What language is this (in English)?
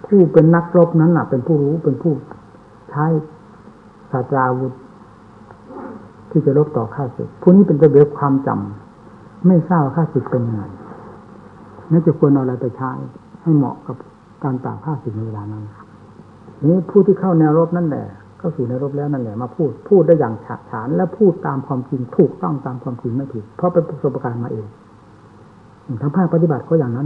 Thai